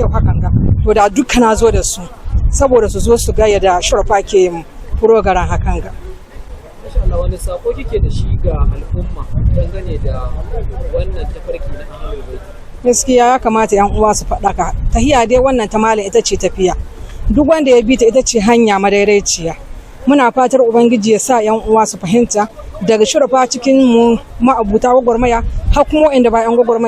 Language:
Hausa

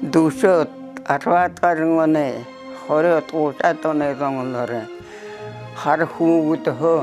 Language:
Buriat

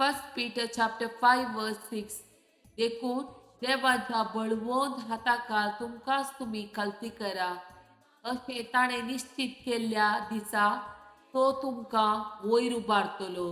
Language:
Konkani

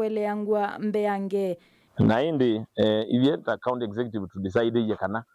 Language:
Kamba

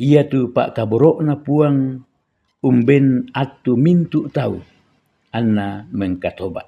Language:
Toraja-Sa'dan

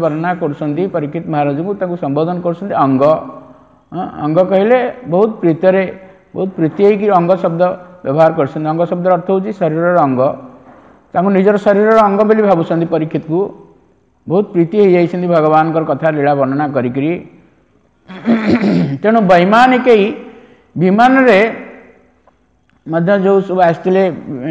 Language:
Odia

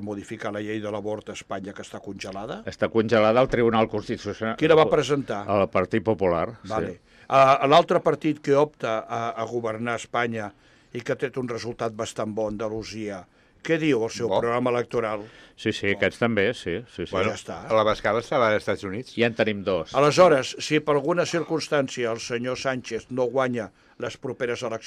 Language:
Catalan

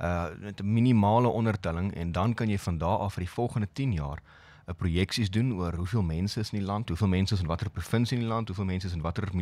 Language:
Afrikaans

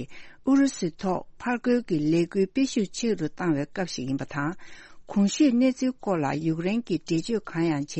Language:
Tibetan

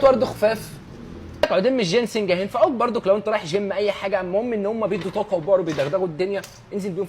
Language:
Egyptian Arabic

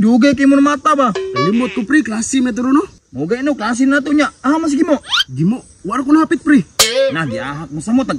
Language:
Cebuano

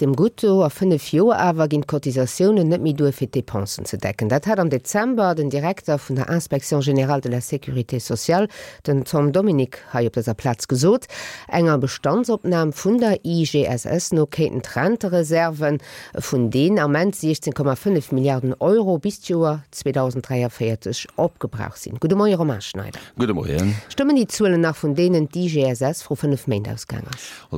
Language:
Luxembourgish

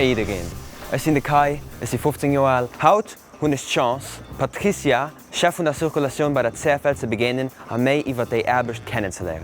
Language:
Luxembourgish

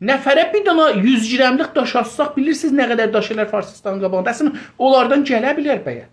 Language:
South Azerbaijani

